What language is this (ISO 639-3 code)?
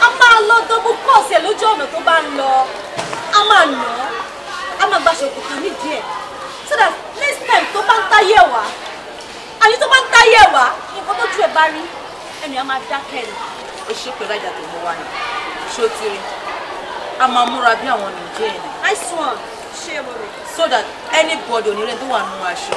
yor